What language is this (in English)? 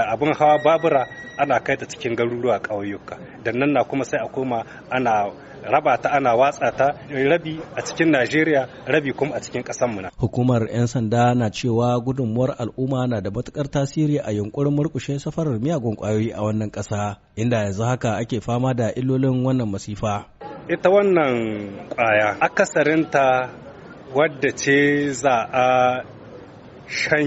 Hausa